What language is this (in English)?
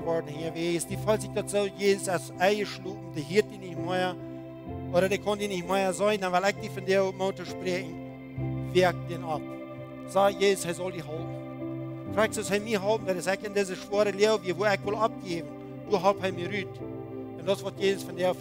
Plautdietsch